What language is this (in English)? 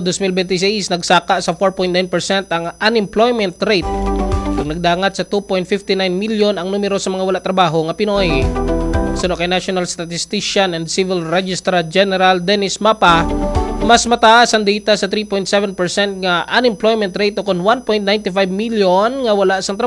Hiligaynon